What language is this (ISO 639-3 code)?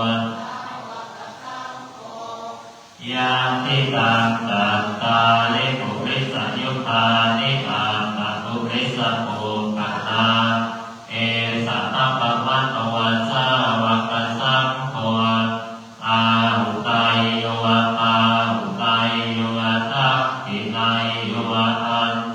pli